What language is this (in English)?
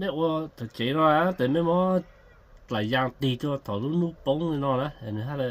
Hmong